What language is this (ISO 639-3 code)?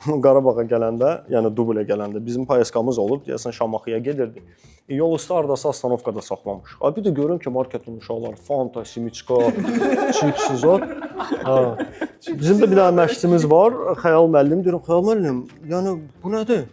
aze